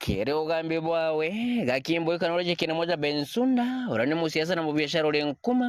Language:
Meru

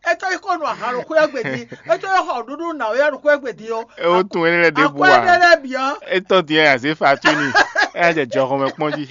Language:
Fon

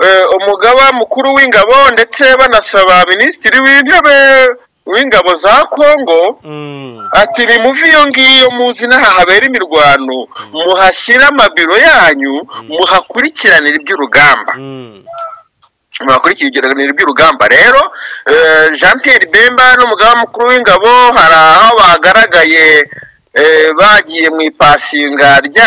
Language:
Kinyarwanda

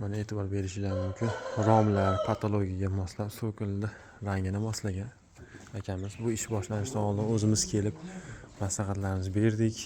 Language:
Uzbek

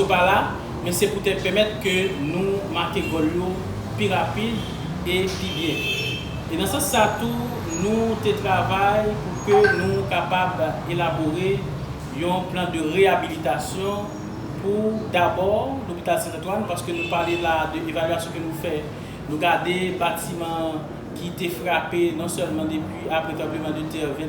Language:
Haitian Creole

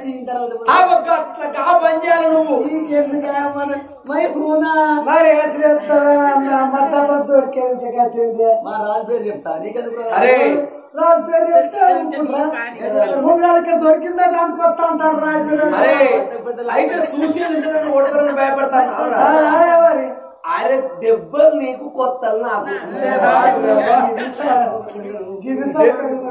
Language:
Telugu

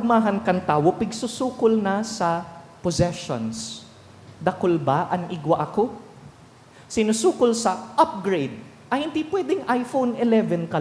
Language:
Bikol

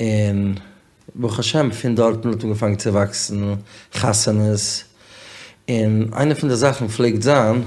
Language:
Yiddish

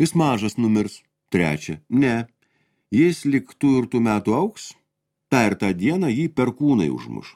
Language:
Lithuanian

